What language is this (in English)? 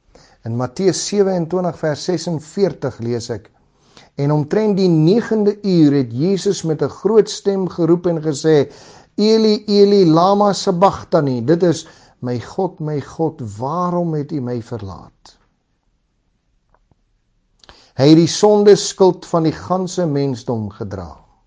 Afrikaans